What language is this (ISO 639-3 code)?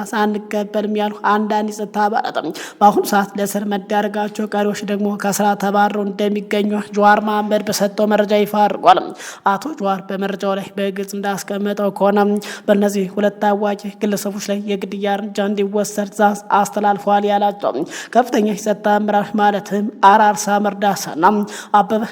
amh